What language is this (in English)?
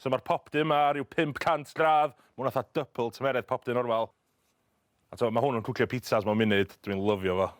Welsh